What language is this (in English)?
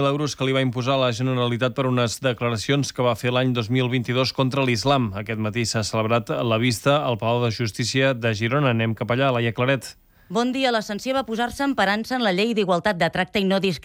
Catalan